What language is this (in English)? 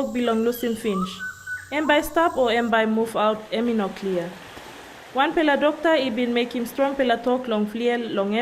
Tok Pisin